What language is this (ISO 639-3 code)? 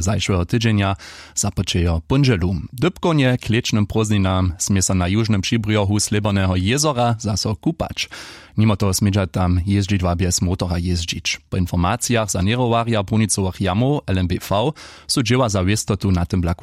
hsb